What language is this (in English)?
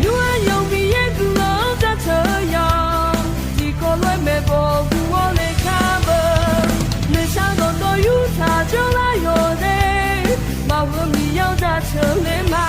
Akha